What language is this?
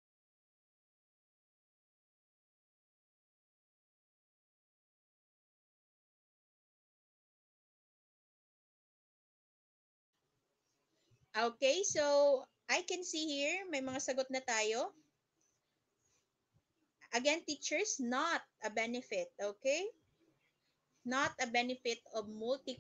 Filipino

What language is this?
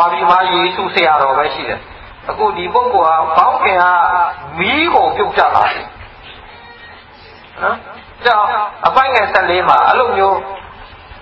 Burmese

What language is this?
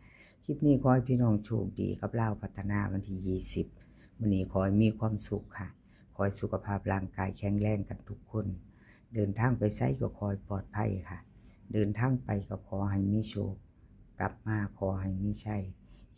Northeastern Thai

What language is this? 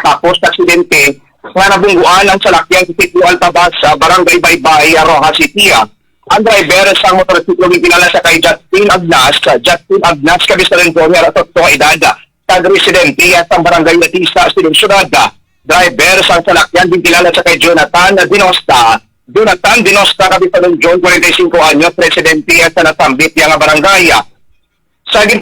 Hiligaynon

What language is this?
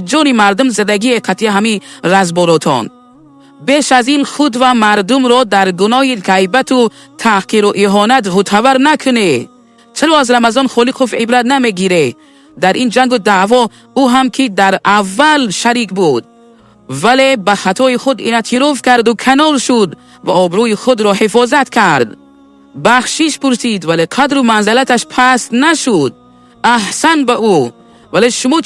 Tajik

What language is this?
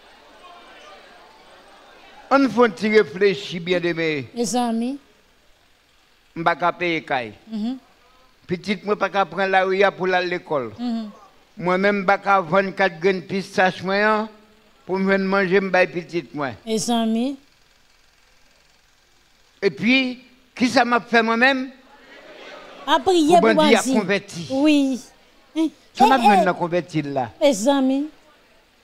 French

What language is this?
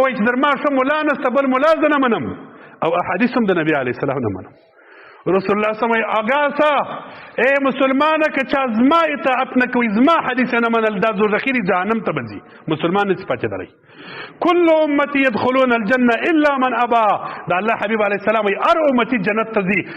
Pashto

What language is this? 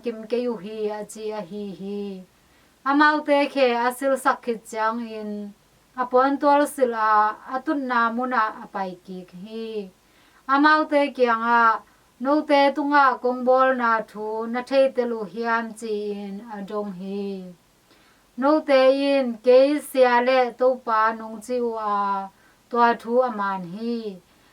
Tedim Chin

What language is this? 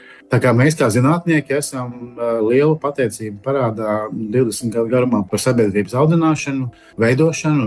Latvian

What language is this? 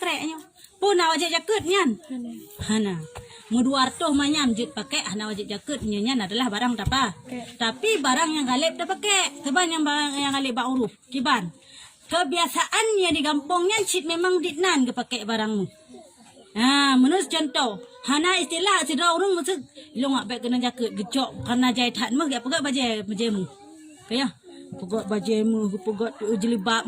Achinese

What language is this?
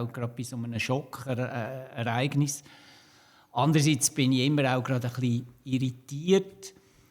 Swiss German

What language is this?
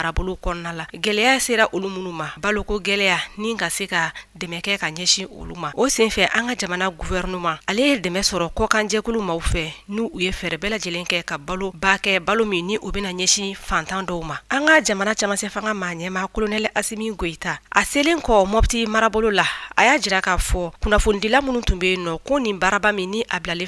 Bambara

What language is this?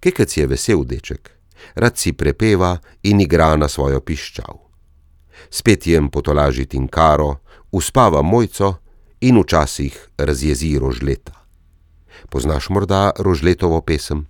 Slovenian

